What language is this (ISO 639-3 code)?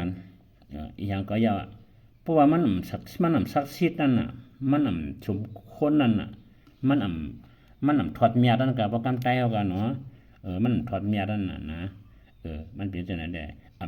shn